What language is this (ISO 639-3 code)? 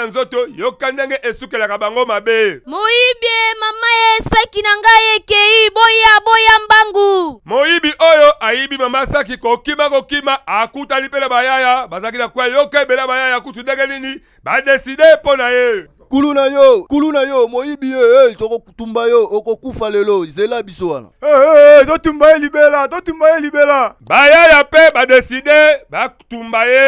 lin